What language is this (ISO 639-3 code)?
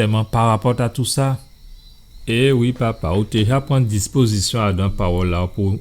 gcf